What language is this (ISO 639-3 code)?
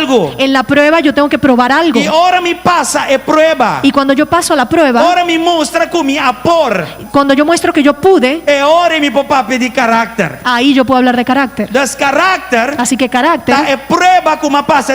pap